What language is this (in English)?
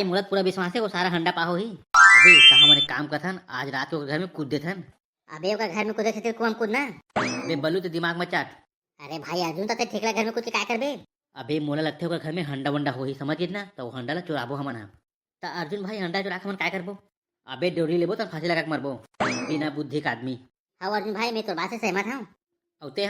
Chhattisgarhi